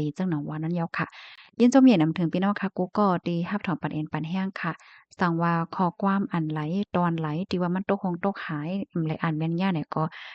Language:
Shan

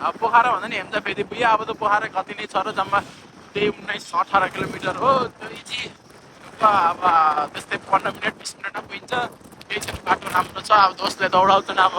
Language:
Nepali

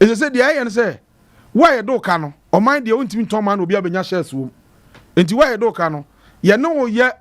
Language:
Akan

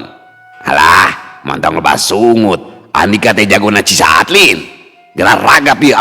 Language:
Sundanese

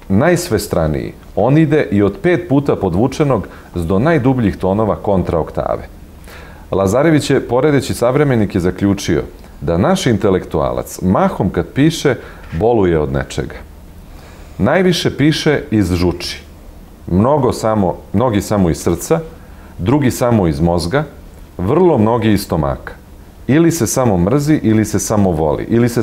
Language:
Serbian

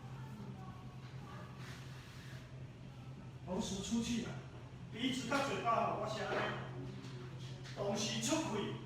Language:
Min Nan Chinese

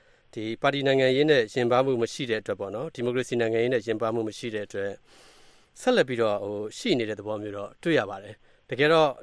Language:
Burmese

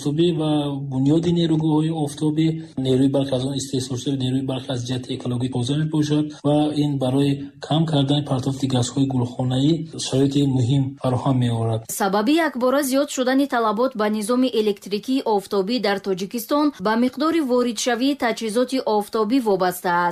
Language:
Tajik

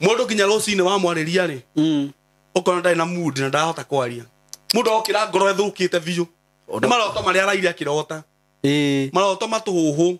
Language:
Kikuyu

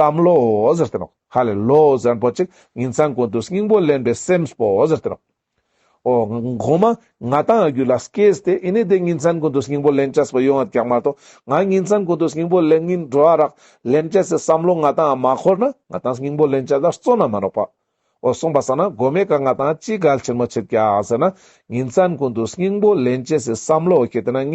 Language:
Ladakhi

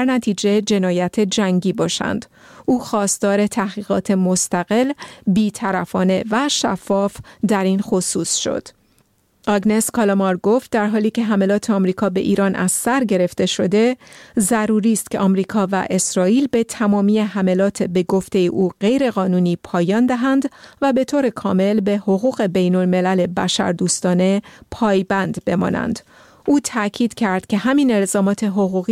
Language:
Persian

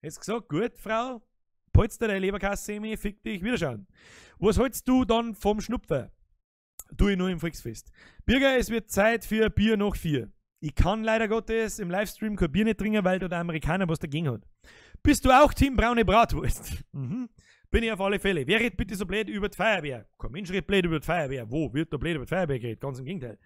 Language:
Bavarian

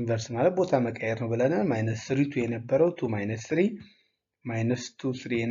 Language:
Amharic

